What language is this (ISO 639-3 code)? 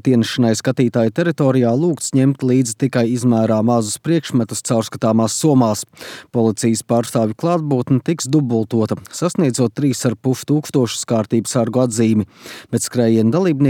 lav